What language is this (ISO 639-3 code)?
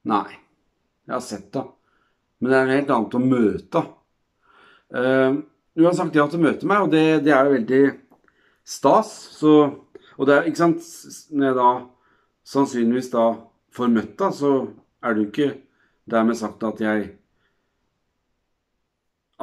nor